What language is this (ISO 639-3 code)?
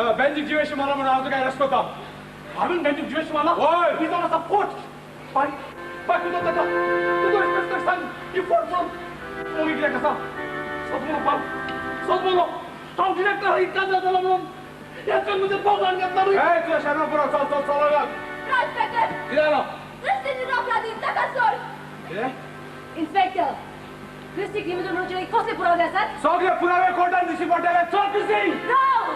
kok